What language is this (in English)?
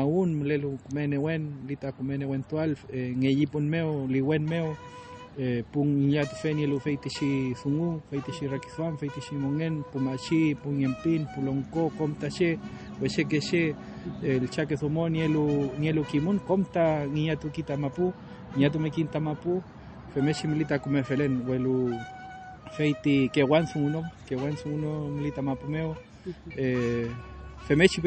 Mapuche